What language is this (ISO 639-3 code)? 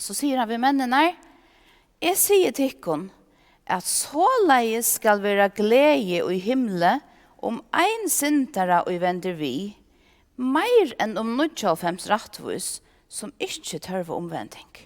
fao